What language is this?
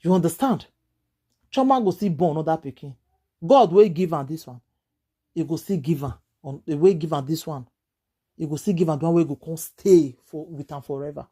Nigerian Pidgin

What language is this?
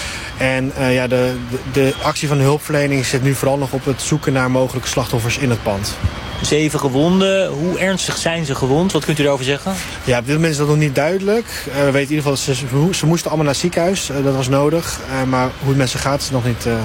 Dutch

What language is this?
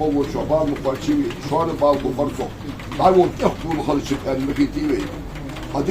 Ingush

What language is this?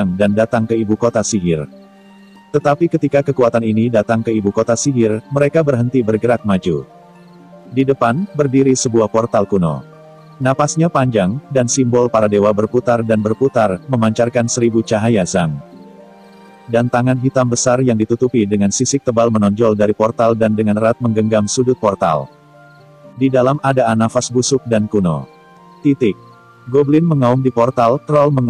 Indonesian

